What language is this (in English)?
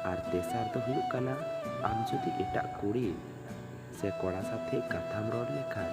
Santali